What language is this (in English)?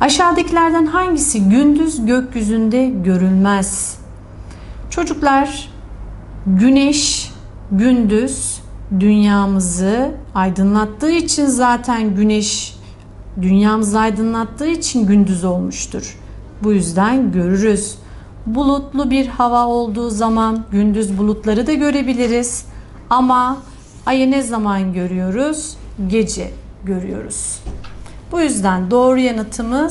Turkish